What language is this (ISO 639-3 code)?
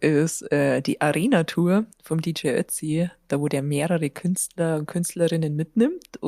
bar